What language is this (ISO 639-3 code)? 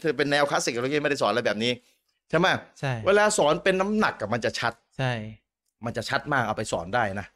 tha